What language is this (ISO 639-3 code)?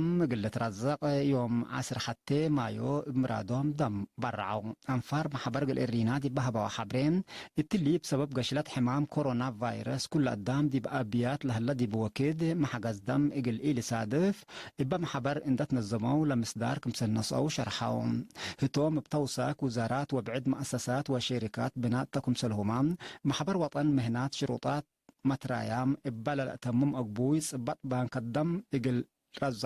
tig